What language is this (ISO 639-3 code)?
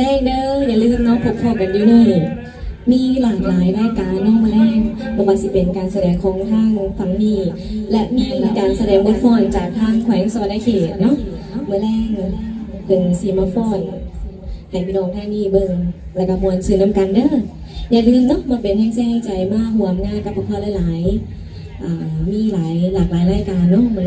tts